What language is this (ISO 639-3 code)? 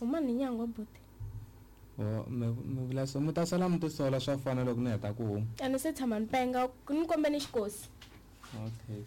tso